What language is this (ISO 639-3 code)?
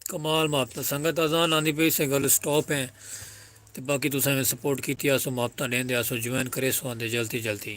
skr